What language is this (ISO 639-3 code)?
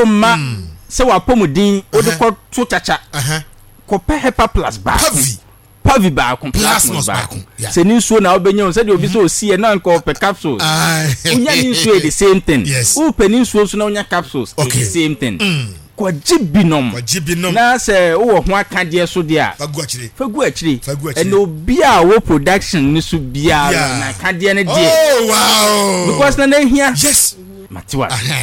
aka